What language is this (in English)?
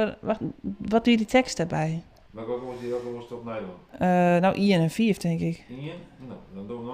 Western Frisian